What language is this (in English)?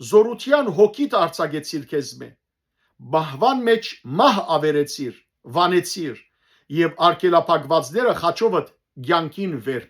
Western Armenian